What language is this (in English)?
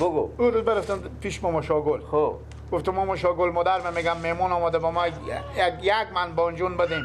Persian